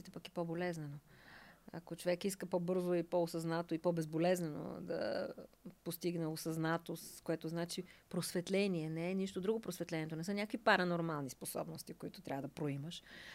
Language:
Bulgarian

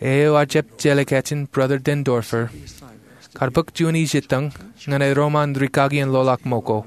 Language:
Marshallese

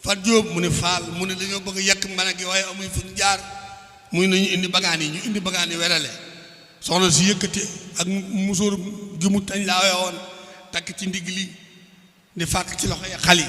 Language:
Wolof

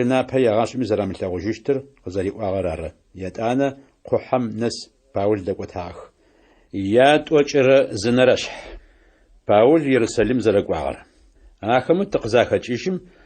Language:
Adyghe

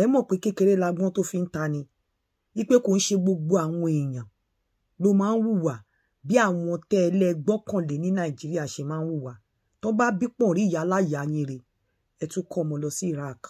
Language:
Yoruba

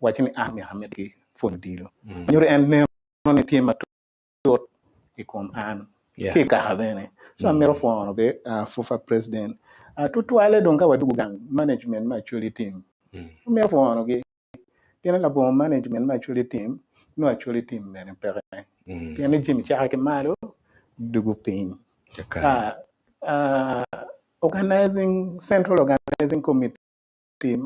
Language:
Acoli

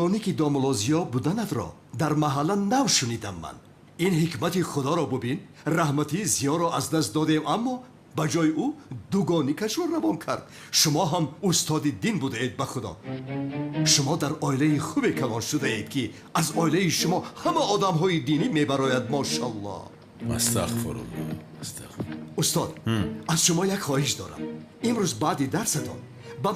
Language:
Tajik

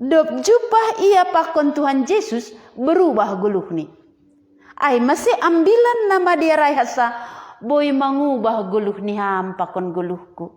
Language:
Batak Simalungun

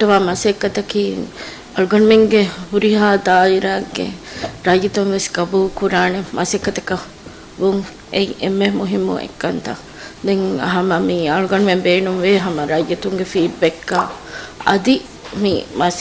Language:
Divehi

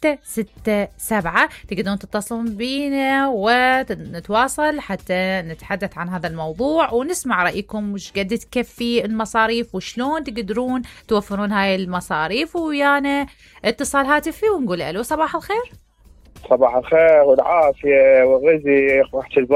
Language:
Mesopotamian Arabic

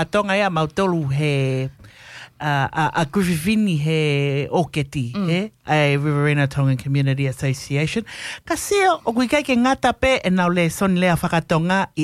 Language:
Tongan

